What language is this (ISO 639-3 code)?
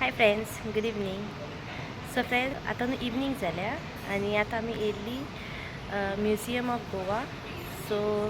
kok